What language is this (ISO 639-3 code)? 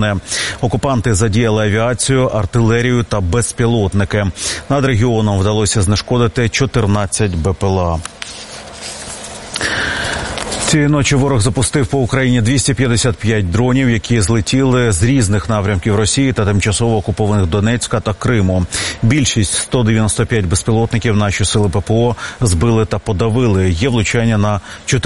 ukr